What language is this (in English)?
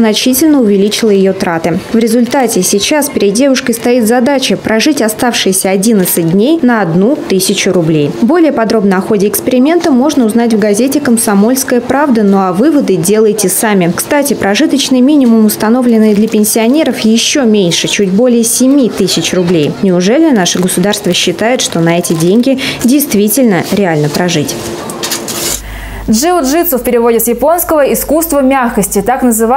Russian